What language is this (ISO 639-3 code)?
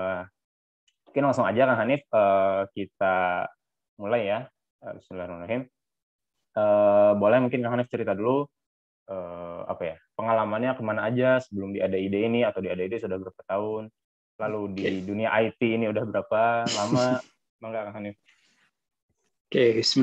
ind